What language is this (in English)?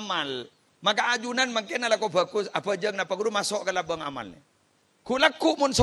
Madurese